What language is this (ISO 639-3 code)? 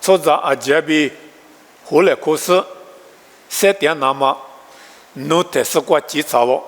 lis